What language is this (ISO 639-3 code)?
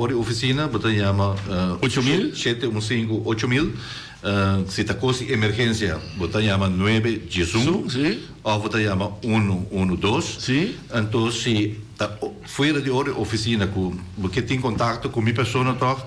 pap